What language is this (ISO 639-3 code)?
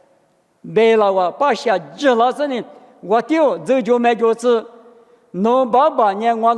lis